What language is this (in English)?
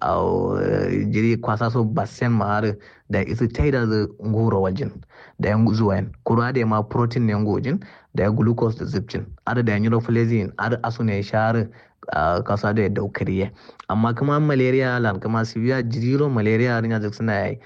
Kanuri